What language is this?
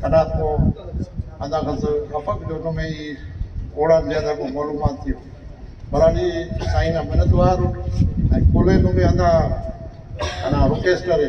Brahui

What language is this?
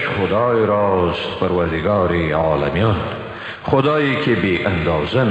Tajik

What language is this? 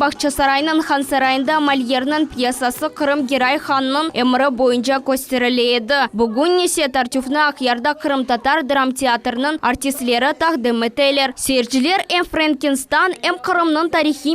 Crimean Tatar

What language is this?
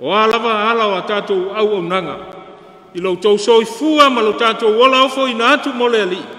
Samoan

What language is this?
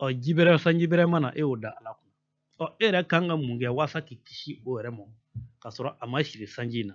Bambara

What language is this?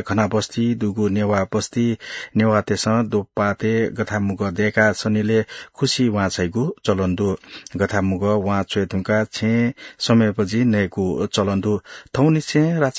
Newari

